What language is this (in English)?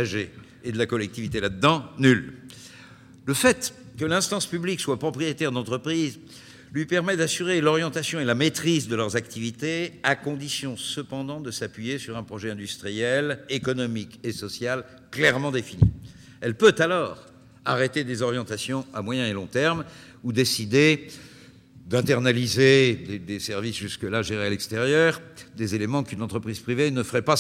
French